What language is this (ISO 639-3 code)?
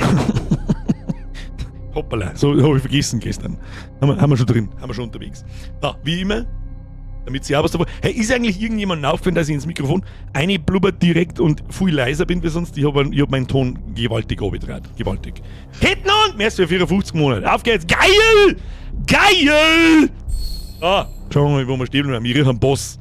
bar